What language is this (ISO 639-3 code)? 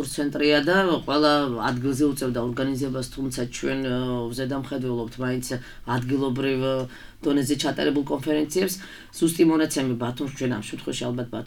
kat